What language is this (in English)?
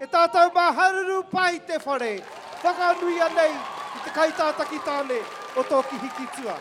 Māori